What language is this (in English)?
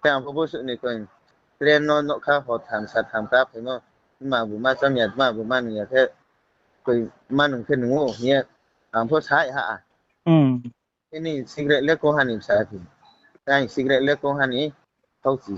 Riang (India)